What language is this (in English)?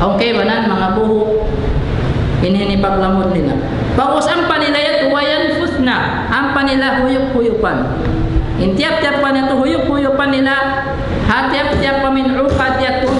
Tausug